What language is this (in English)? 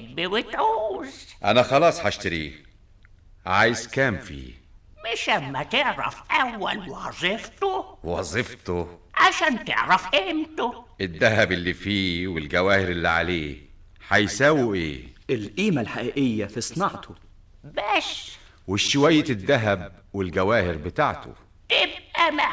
Egyptian Arabic